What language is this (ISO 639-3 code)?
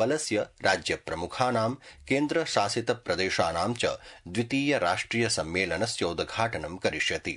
san